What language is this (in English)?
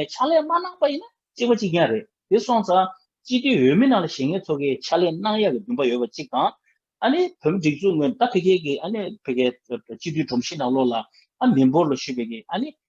Tibetan